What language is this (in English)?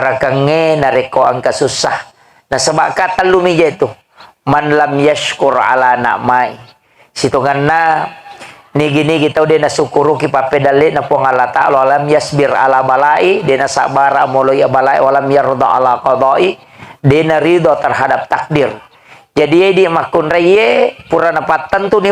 Buginese